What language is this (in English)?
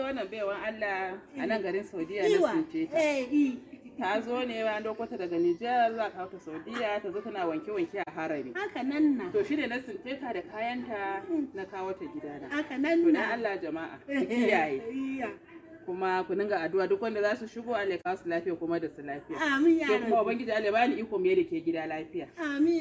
Hausa